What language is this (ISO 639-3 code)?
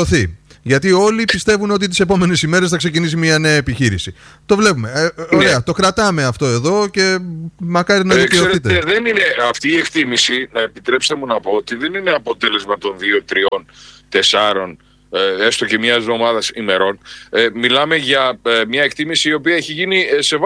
ell